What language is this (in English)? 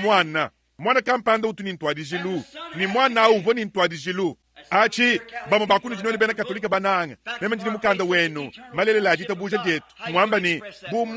Luba-Lulua